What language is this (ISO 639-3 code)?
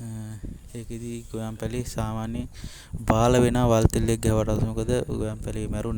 sin